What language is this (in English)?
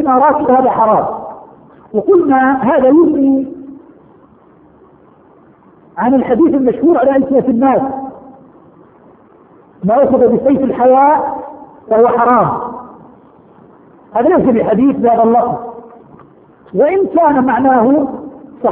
Arabic